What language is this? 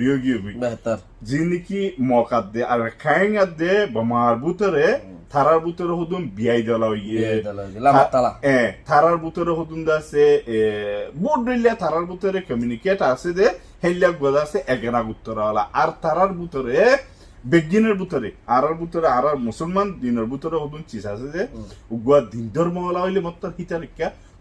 Rohingya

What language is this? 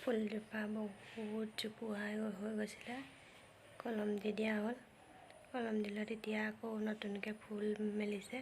Assamese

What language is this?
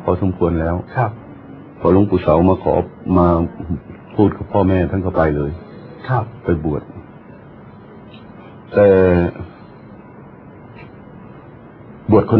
Thai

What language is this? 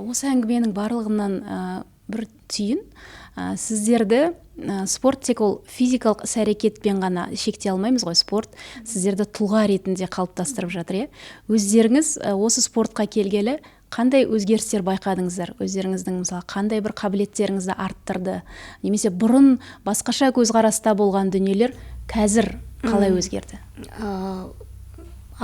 Kazakh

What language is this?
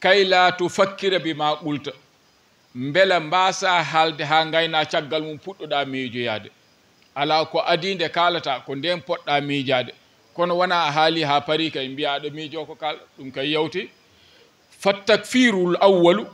Fula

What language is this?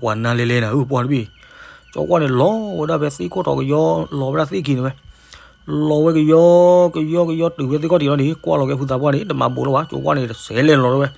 S'gaw Karen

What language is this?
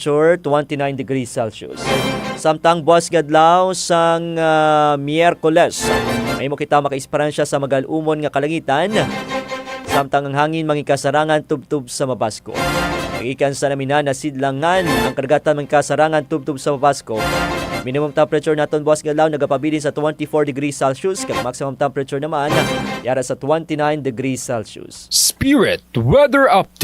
Hiligaynon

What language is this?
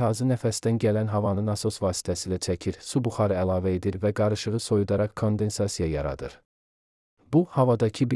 Azerbaijani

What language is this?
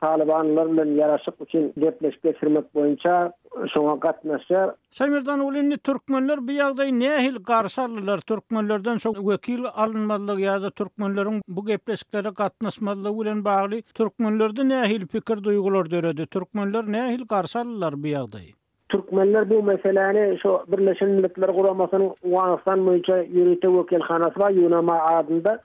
Turkmen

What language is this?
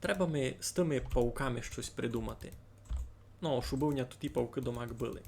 Rusyn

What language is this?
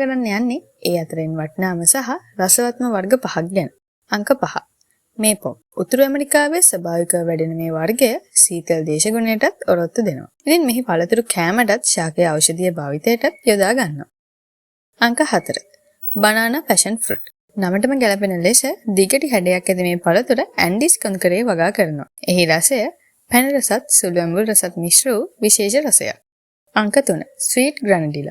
Sinhala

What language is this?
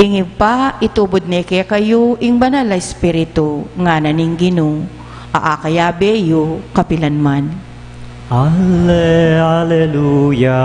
Pampanga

